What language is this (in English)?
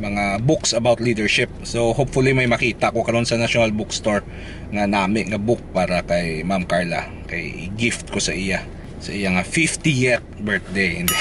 Hiligaynon